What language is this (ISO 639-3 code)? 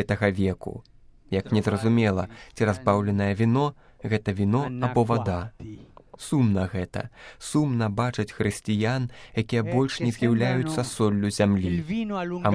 bel